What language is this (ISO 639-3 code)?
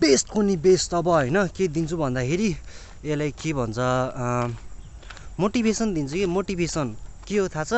nep